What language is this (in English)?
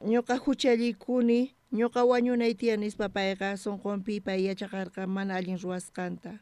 South Bolivian Quechua